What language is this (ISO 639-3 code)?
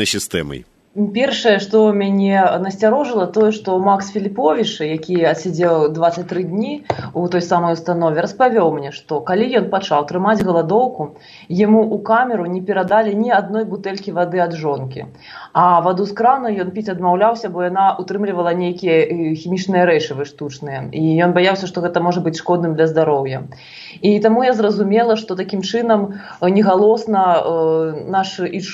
bel